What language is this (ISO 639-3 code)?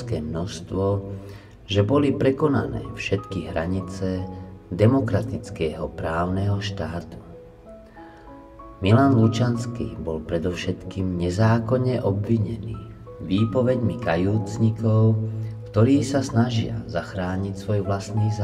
slk